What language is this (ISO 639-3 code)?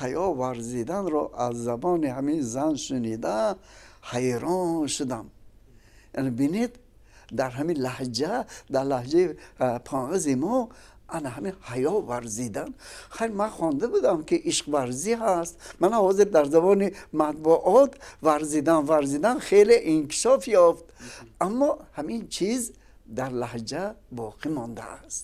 tgk